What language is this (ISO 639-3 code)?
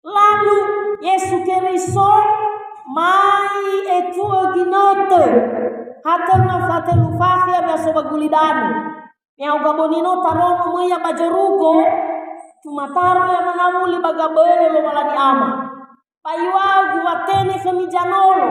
nia